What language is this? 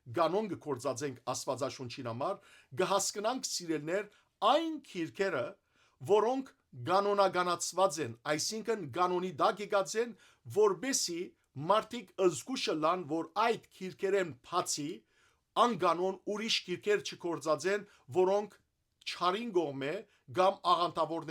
Western Armenian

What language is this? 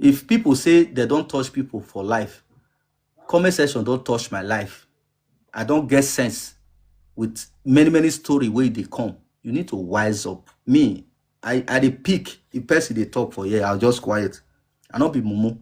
Nigerian Pidgin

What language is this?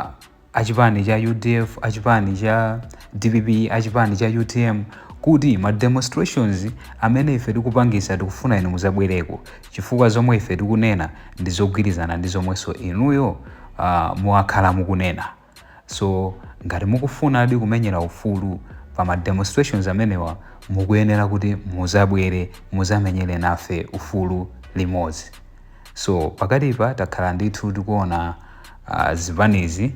Nyanja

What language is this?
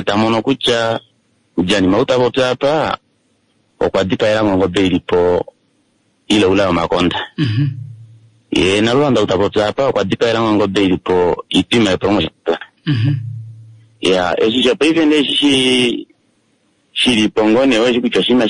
Kuanyama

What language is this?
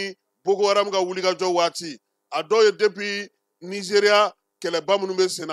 Bambara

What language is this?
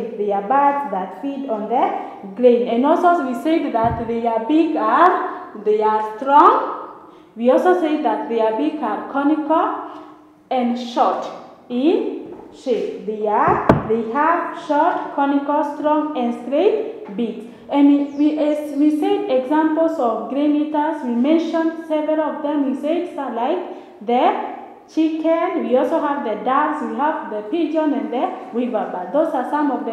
English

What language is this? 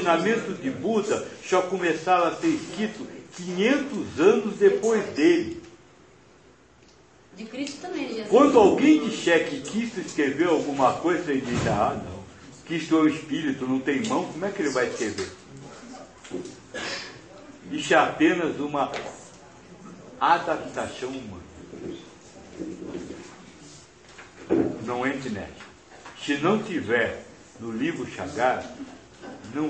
Portuguese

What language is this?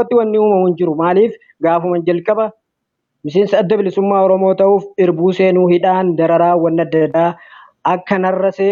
Oromo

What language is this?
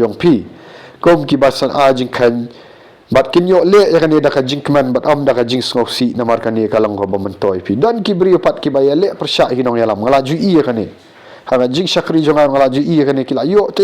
Khasi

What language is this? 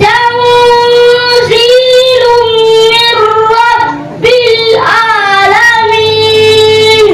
Fula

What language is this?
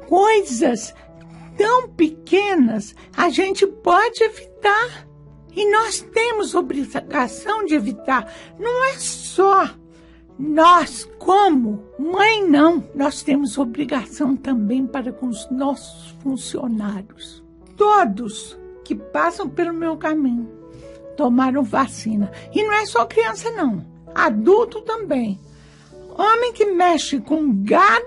Portuguese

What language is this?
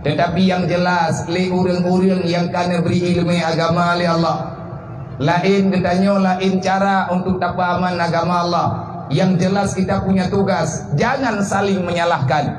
Achinese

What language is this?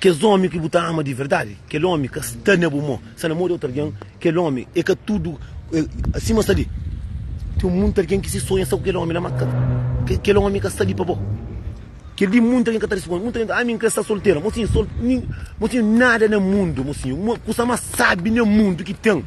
Kabuverdianu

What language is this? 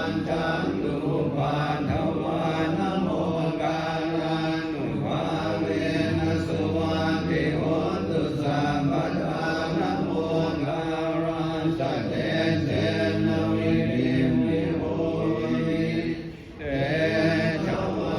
Pali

